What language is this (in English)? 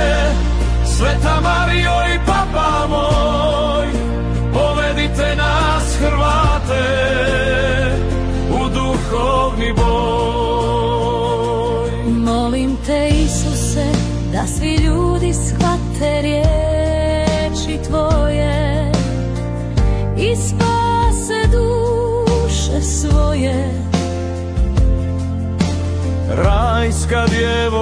Croatian